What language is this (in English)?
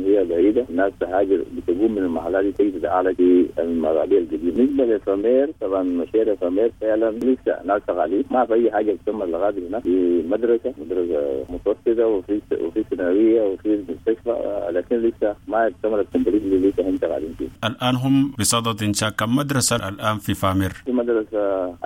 Sudanese Arabic